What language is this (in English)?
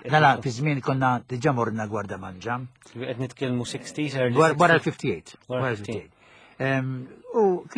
Maltese